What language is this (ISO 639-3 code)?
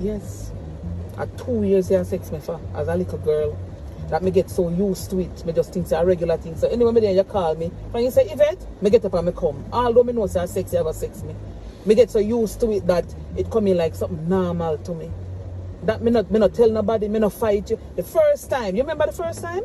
jam